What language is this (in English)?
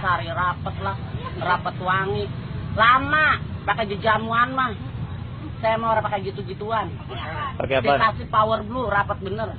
Betawi